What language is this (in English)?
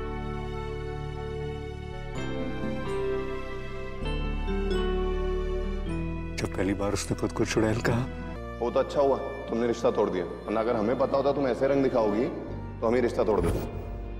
Hindi